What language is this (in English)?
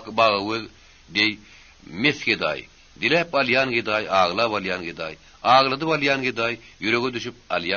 Turkmen